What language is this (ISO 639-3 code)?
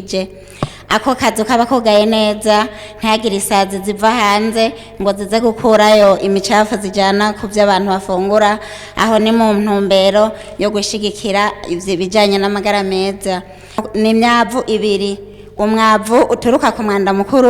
run